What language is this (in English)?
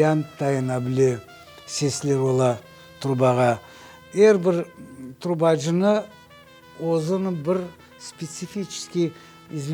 Crimean Tatar